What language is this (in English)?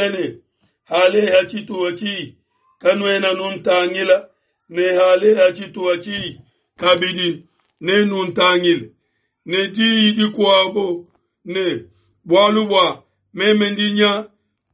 Luba-Lulua